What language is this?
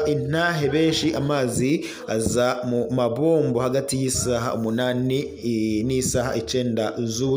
Rundi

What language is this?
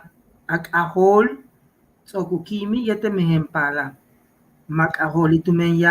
Yucateco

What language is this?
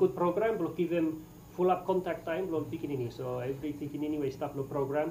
Bislama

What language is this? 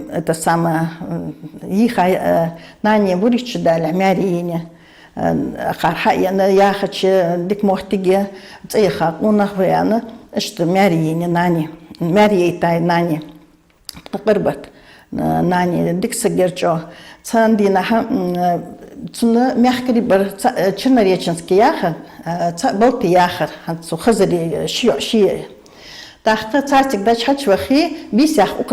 Ingush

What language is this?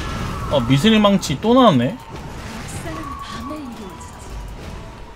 Korean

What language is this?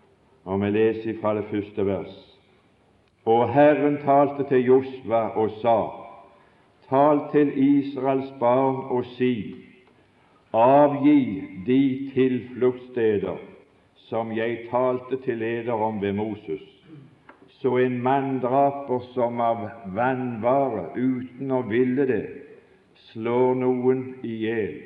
Norwegian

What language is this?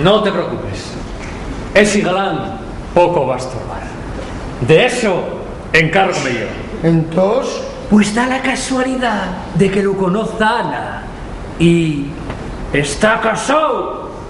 Asturian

